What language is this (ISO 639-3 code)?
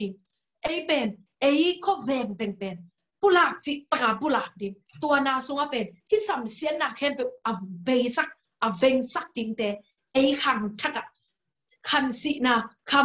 ctd